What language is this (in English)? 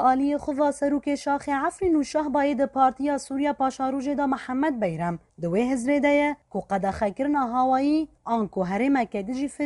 Kurdish